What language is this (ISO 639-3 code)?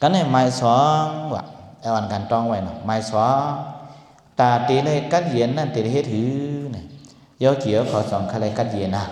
shn